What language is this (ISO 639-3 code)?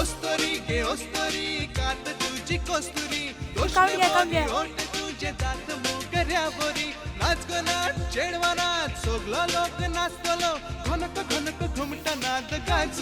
kok